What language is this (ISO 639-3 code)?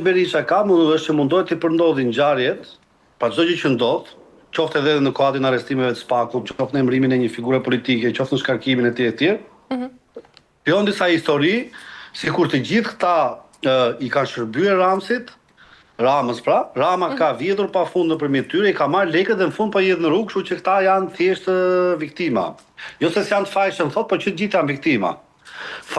sqi